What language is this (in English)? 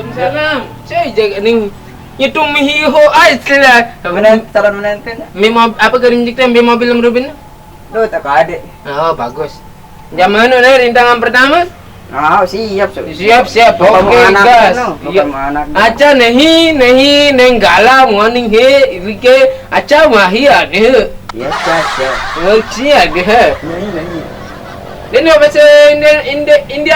Sasak